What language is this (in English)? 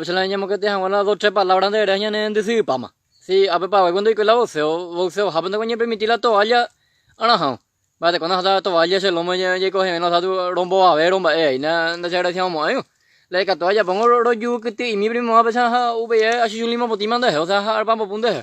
Guarani